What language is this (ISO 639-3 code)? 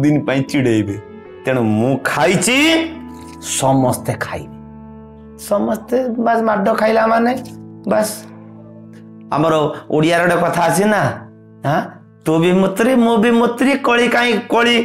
ori